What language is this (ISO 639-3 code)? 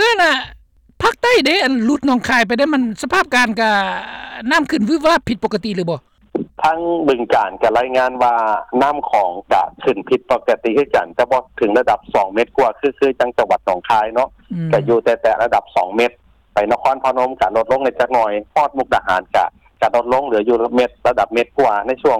lao